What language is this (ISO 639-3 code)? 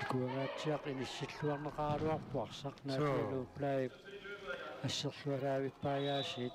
kal